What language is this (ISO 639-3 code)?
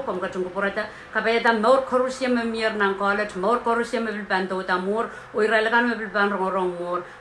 pon